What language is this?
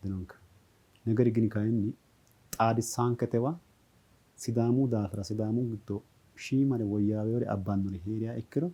Sidamo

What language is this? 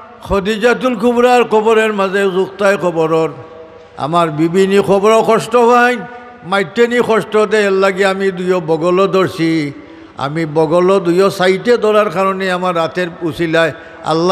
Sylheti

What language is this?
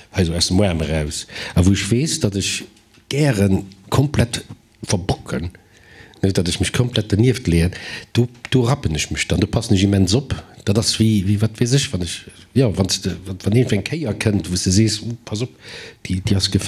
Luxembourgish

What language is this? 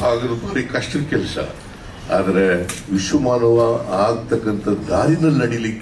Kannada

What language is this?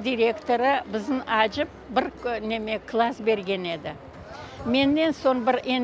Crimean Tatar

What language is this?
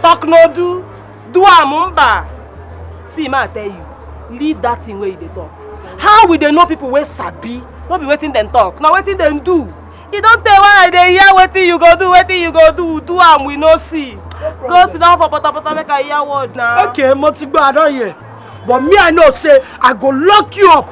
Nigerian Pidgin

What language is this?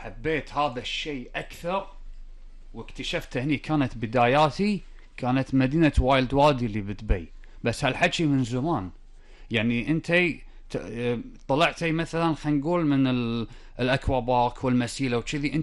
Gulf Arabic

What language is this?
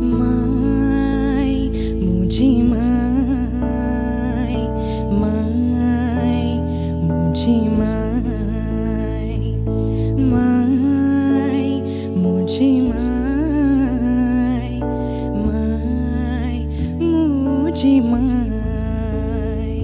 Konkani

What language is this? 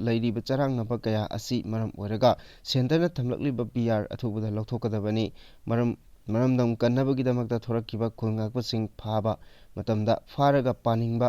Manipuri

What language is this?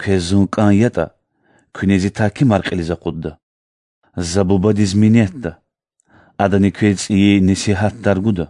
Lezghian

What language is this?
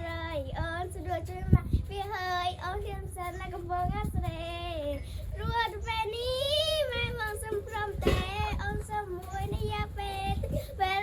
Khmer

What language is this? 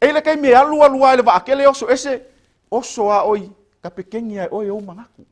Samoan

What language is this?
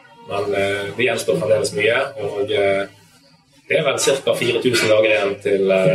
Norwegian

